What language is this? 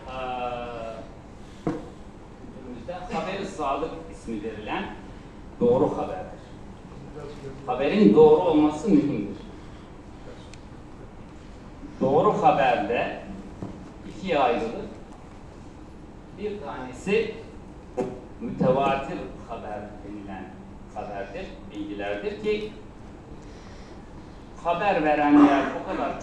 Turkish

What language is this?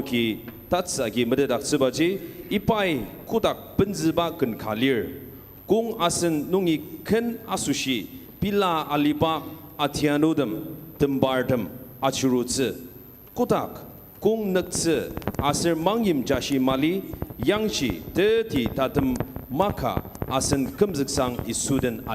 Ao Naga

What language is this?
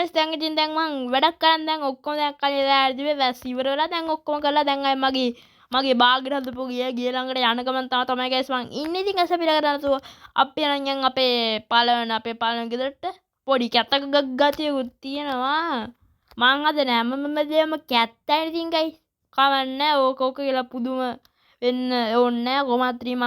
Sinhala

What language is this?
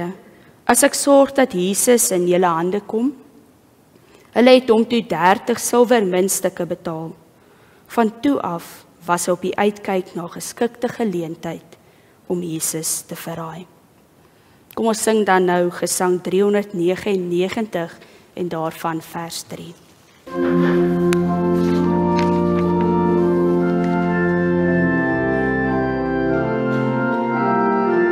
Afrikaans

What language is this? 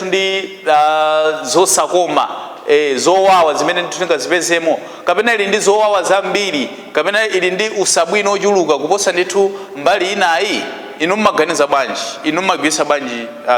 Nyanja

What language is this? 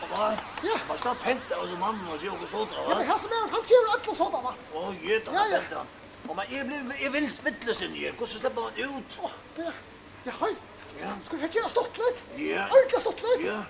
Faroese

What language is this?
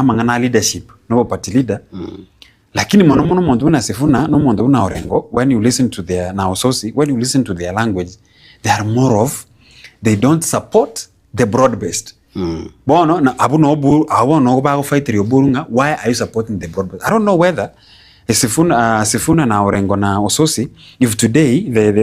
Gusii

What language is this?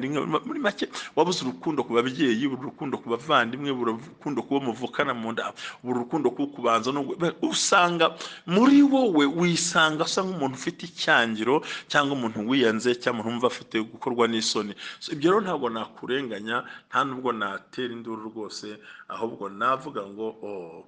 Kinyarwanda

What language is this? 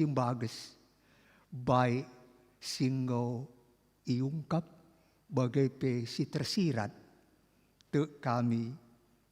Batak Karo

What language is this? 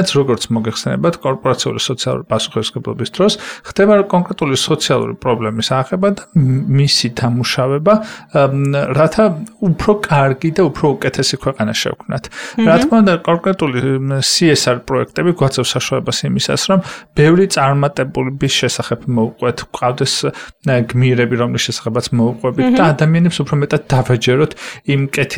Georgian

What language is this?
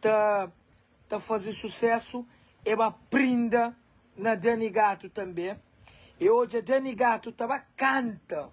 Kabuverdianu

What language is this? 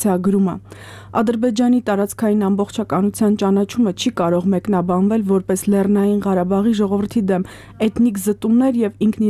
Armenian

